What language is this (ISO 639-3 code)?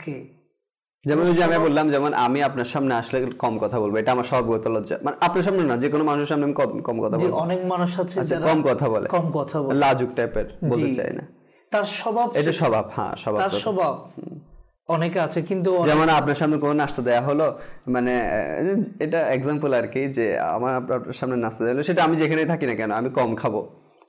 ben